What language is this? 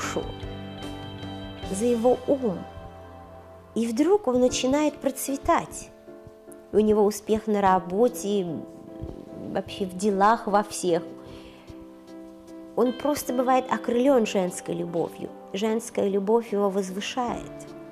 Russian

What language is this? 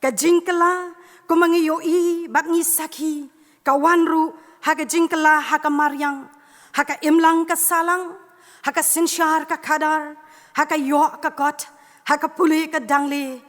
Khasi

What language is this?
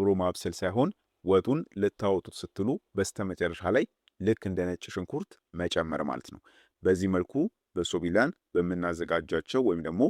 Amharic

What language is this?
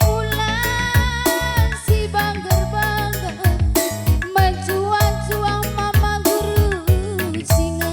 Batak Karo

